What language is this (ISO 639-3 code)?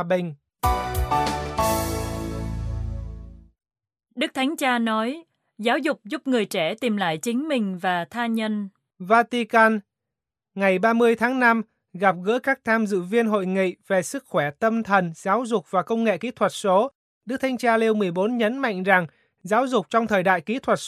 vie